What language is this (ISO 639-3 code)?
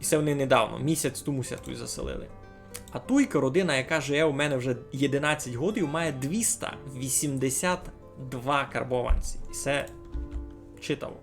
rue